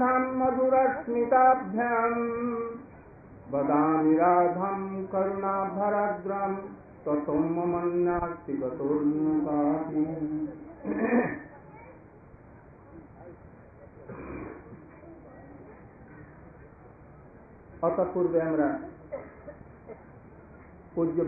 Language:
Bangla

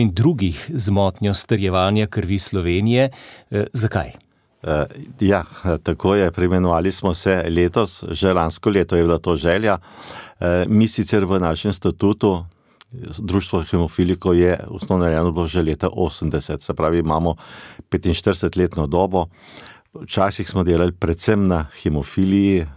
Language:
Slovenian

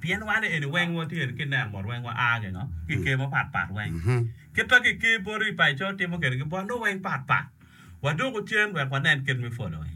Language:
Acoli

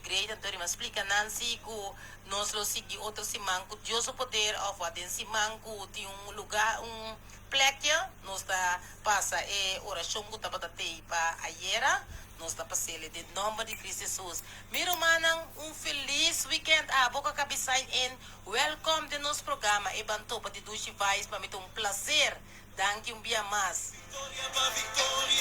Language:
Papiamento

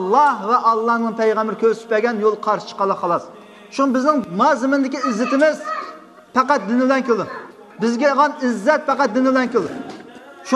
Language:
Uyghur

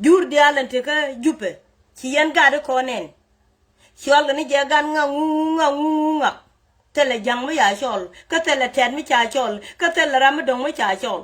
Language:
Nuer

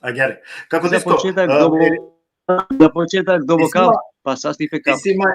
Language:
Balkan Romani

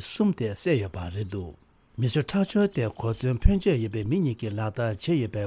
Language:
Tibetan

